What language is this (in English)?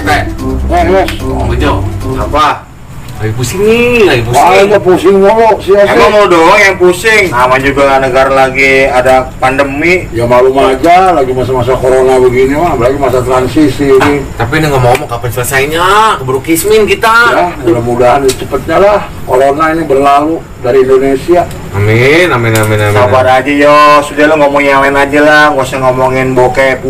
Betawi